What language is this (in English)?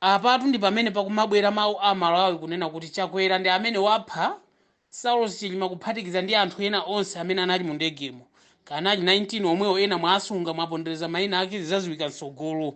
Nyanja